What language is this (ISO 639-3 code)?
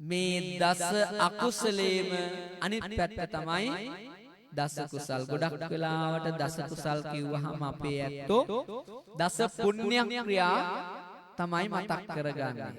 sin